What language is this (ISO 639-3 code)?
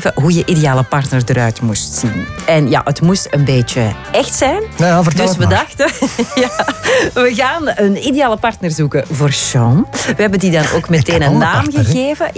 nld